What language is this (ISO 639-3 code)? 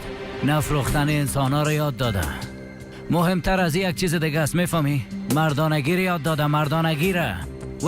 tgk